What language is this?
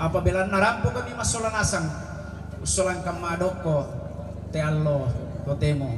Toraja-Sa'dan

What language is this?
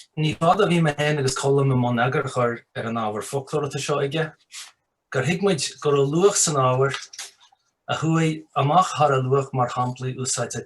Irish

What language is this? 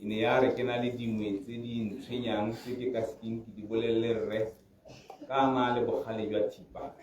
Tswana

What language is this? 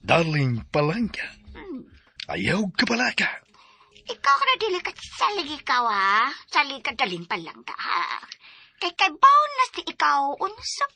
Cebuano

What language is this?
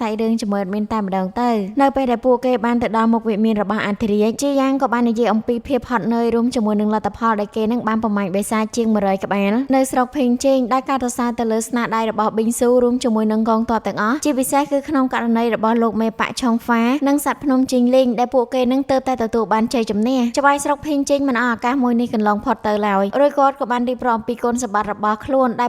Khmer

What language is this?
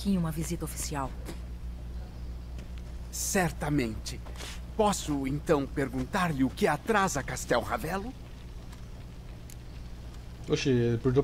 Portuguese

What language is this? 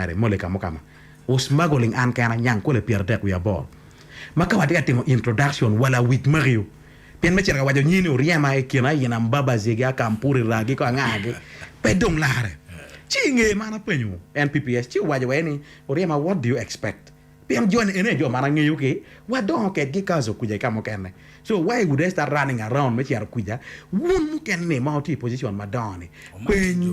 Acoli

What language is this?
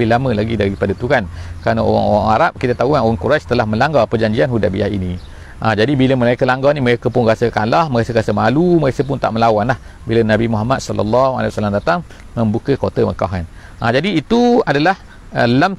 Malay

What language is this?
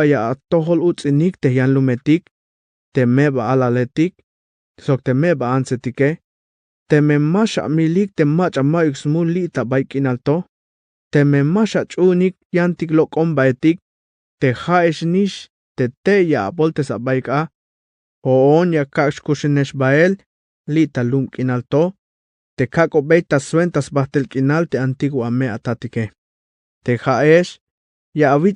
Tzeltal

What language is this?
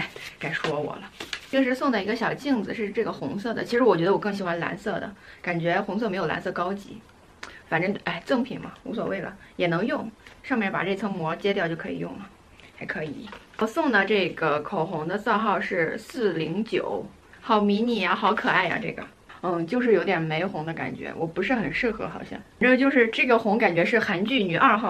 Chinese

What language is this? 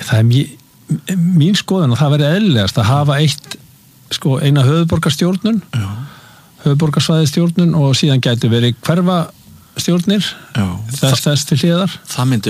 Icelandic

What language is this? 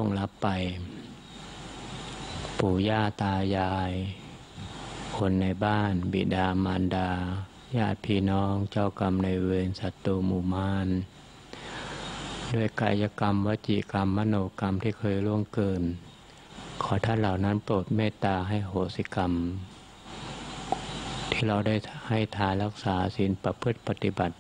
Thai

